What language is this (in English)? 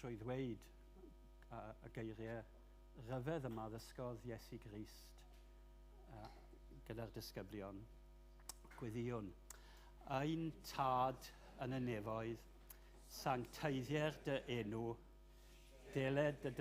Welsh